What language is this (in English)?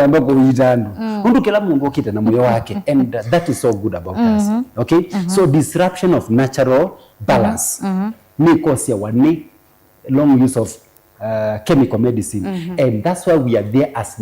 Kamba